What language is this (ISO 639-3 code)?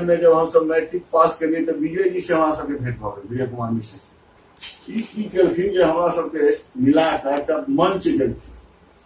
mai